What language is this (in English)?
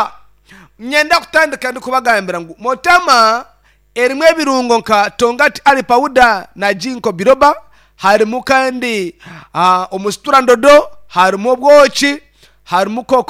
Nyankole